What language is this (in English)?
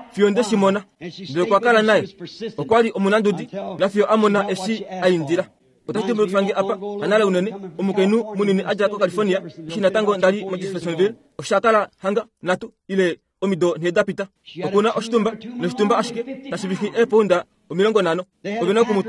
Kuanyama